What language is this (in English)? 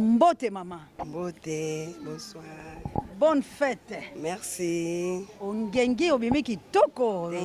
Lingala